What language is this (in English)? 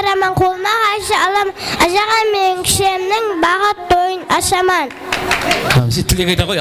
Kara-Kalpak